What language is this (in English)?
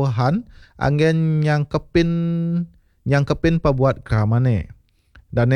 Balinese